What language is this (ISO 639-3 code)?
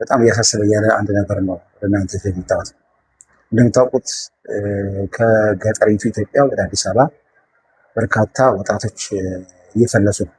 amh